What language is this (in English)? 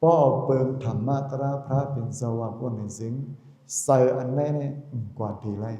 Shan